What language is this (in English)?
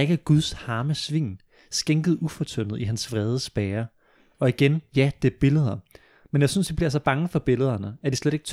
Danish